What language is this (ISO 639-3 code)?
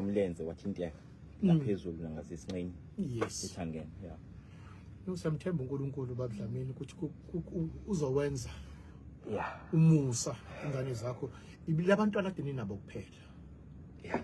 zul